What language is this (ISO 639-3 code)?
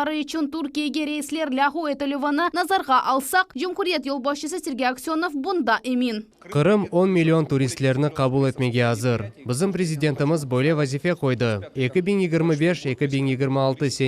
crh